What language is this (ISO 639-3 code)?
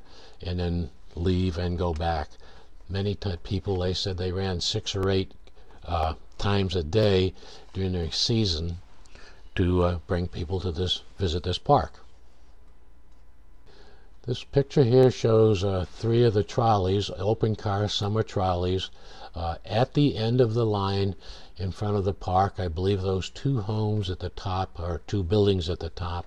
eng